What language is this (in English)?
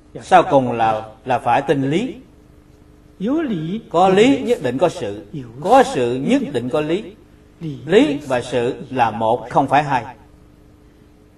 Vietnamese